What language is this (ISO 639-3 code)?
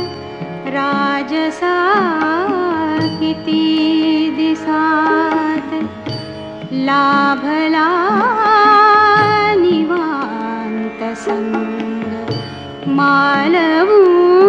mar